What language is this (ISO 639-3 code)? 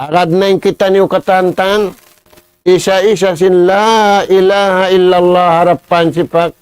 tsg